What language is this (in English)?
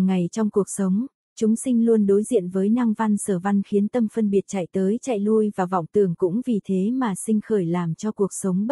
Vietnamese